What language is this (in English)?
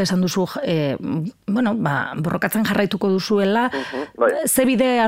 Basque